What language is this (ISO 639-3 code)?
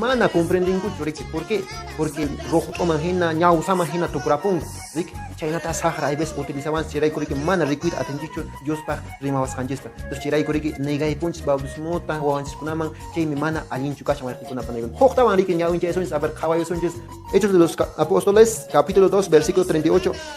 que